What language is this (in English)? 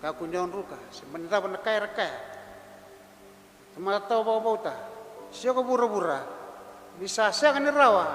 Fijian